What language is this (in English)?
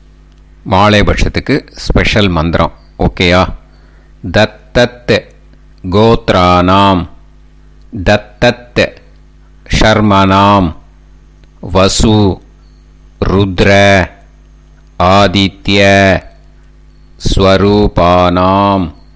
Tamil